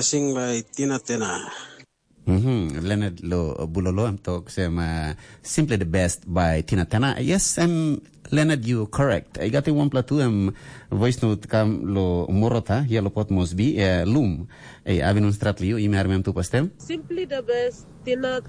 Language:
Tok Pisin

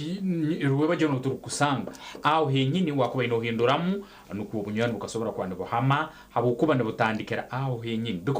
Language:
Nyankole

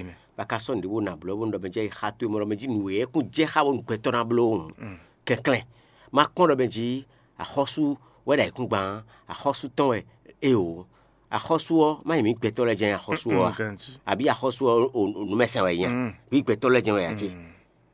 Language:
Fon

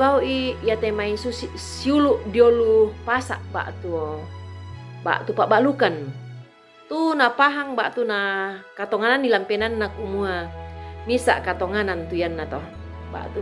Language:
Toraja-Sa'dan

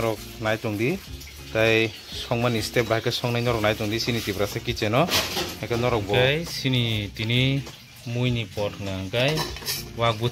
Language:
Kok Borok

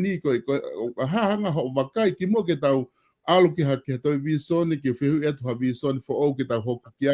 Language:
Tongan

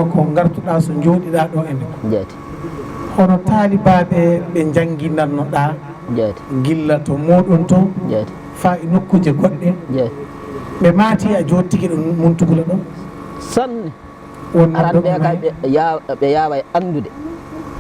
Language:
Fula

